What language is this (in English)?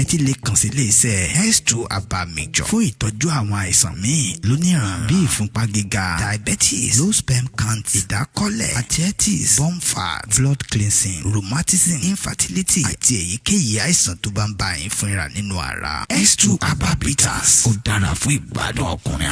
Yoruba